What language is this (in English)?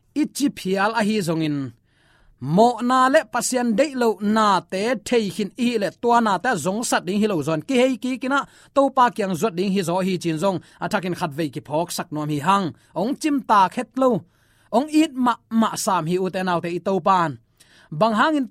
Tedim Chin